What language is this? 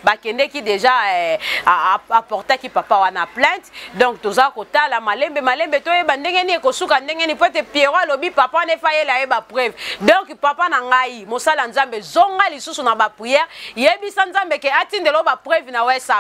Lingala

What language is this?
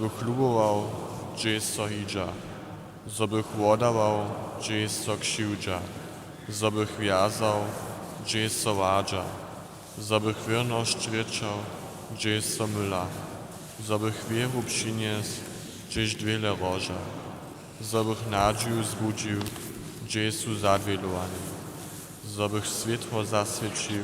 Upper Sorbian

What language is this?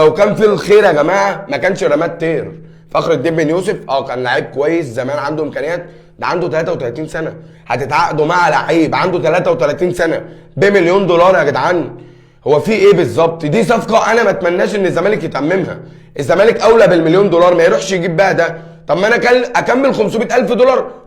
Egyptian Arabic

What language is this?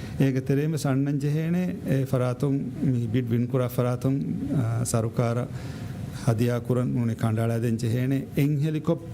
Divehi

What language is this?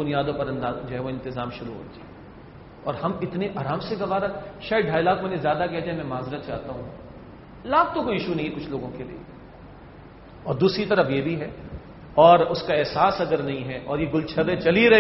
Urdu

